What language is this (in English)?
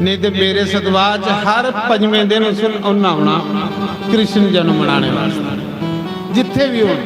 Dogri